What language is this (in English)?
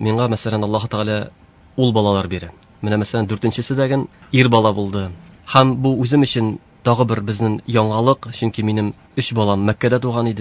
Tatar